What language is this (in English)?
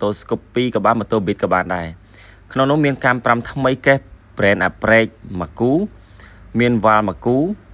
Khmer